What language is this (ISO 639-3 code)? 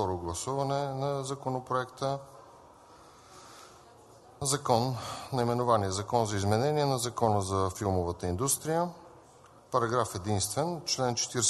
bul